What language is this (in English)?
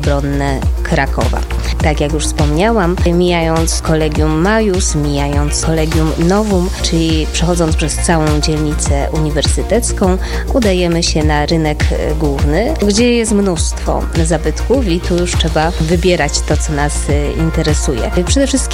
Polish